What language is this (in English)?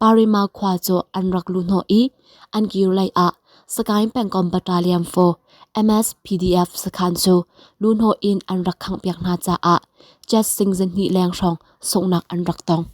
Hakha Chin